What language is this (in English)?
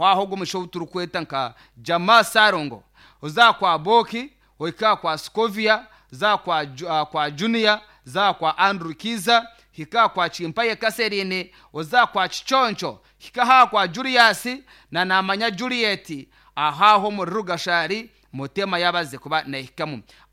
Nyankole